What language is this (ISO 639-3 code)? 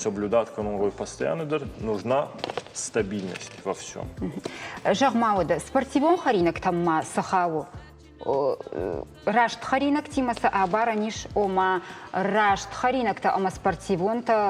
oss